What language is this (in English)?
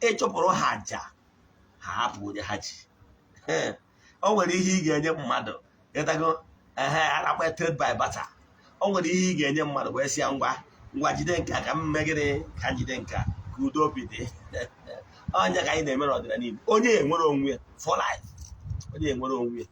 Igbo